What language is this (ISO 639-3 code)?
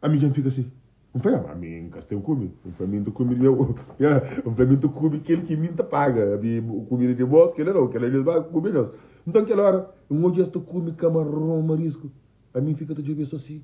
kea